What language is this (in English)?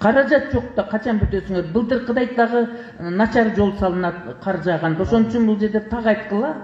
Kyrgyz